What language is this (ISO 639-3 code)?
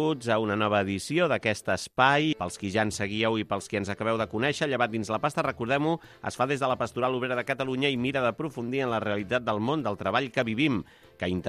cat